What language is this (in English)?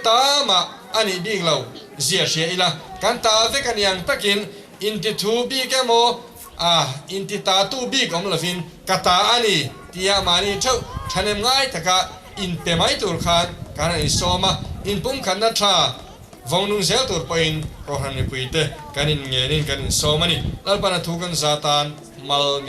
Mizo